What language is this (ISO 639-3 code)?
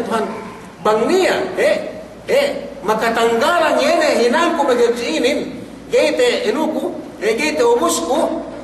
yka